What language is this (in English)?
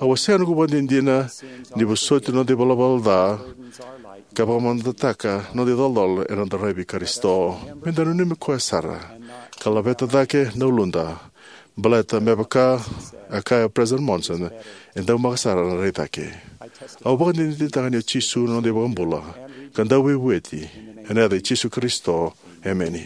Fijian